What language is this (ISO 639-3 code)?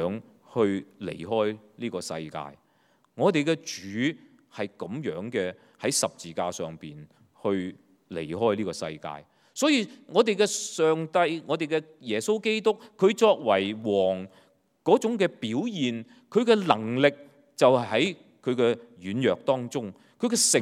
yue